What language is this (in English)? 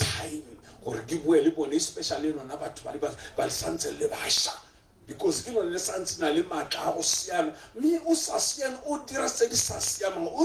Tswana